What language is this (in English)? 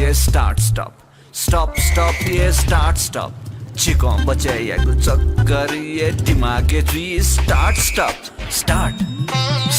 Newari